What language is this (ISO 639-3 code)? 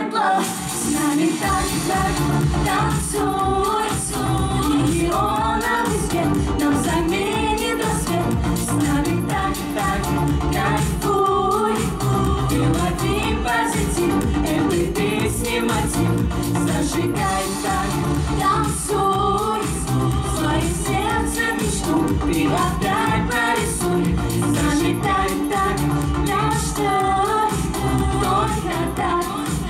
rus